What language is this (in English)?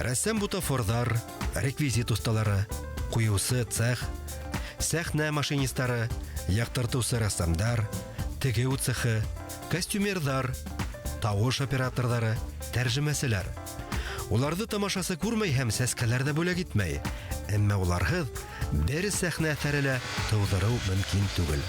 Bashkir